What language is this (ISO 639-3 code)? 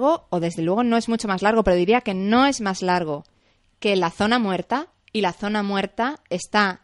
spa